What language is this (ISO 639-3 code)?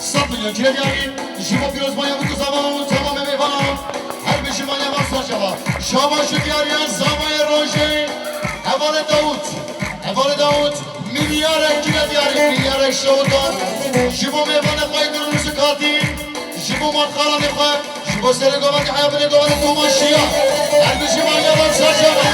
kur